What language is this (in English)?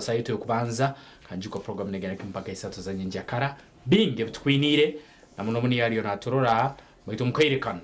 Nyankole